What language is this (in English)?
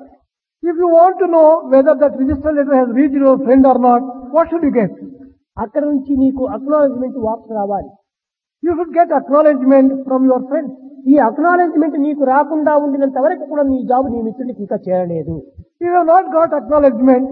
Telugu